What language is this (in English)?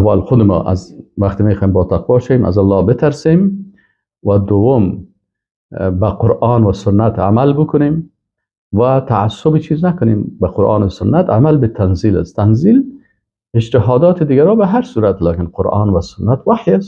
Persian